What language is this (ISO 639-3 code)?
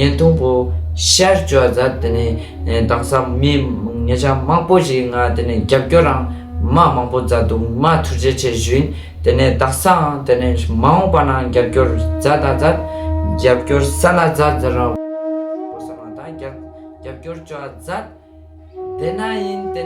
lbj